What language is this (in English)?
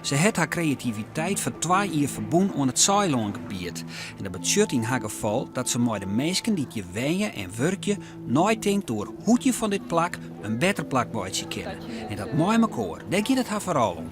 Western Frisian